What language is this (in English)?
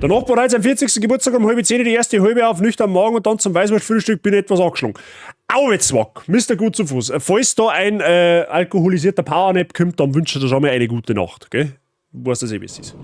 Bavarian